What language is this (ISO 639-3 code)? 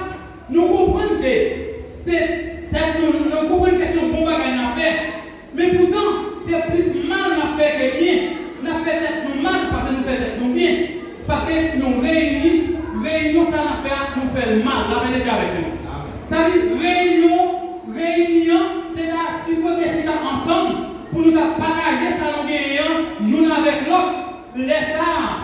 hat